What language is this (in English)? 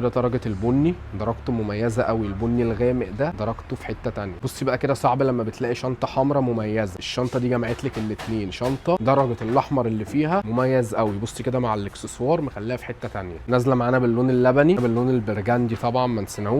Egyptian Arabic